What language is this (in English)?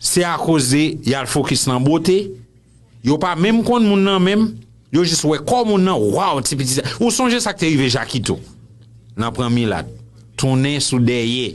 Haitian Creole